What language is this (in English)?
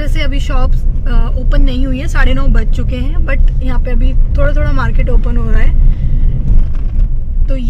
Hindi